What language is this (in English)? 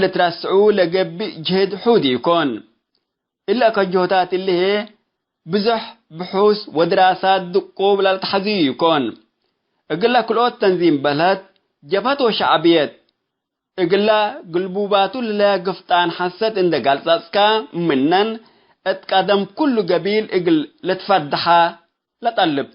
Tigre